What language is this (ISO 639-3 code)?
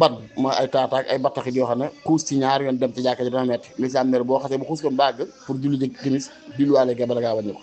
wol